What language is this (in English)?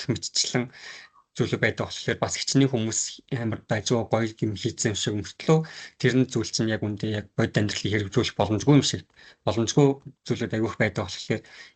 Mongolian